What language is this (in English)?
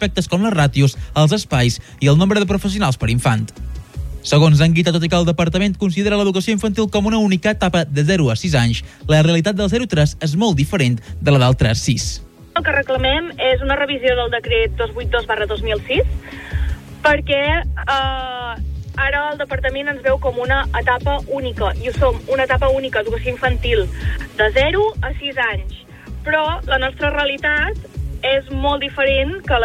Catalan